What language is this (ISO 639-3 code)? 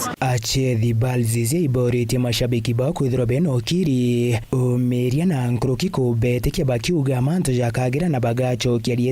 mer